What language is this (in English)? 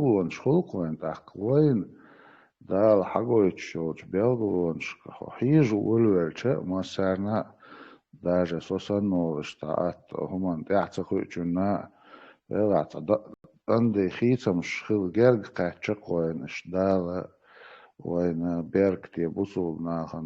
Chechen